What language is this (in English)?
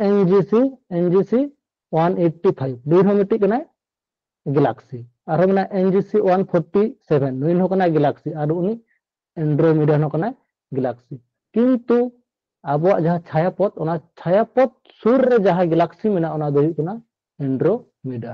Santali